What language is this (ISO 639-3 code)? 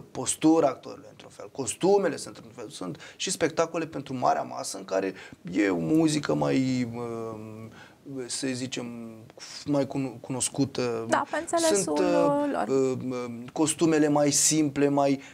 ron